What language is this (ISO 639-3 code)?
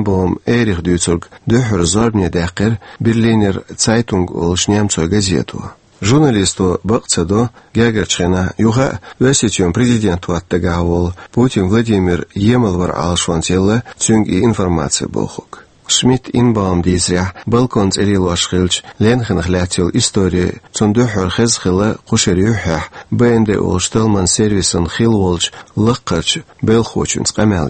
che